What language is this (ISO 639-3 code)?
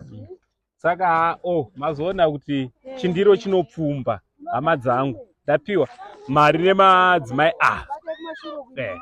sna